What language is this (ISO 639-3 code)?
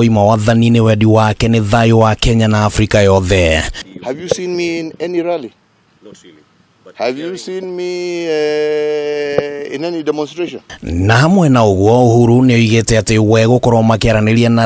kik